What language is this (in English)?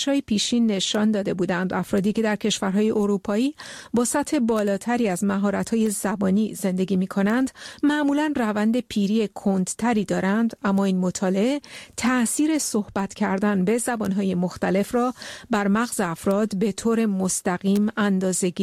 Persian